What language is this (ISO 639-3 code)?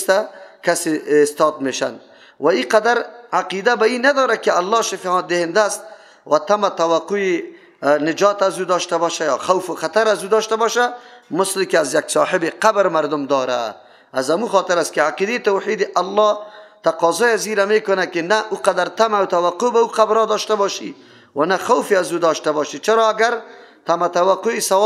fas